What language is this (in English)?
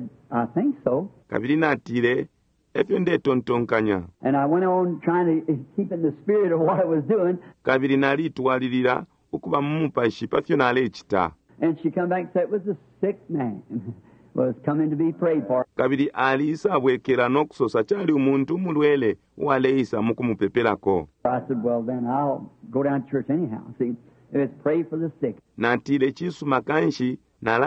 Bemba